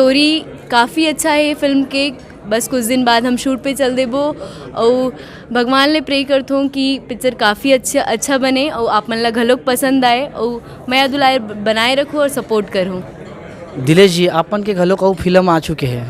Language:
Chhattisgarhi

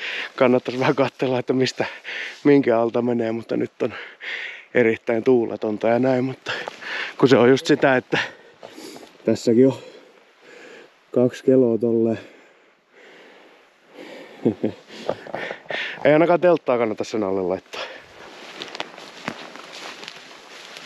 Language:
Finnish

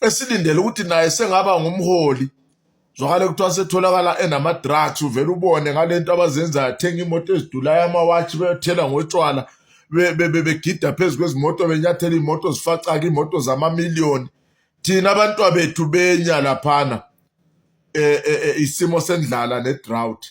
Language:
Zulu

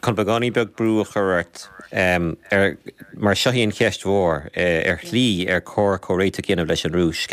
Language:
Irish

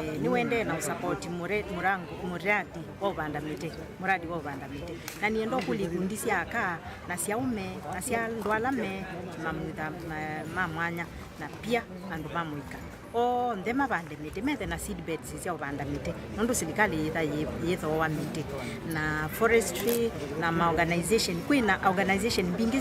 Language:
Kamba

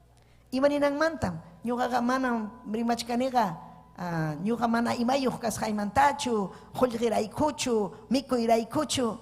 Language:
Ayacucho Quechua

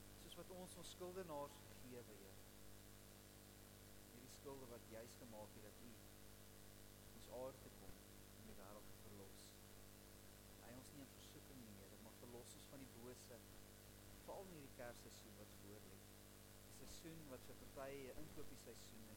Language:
Afrikaans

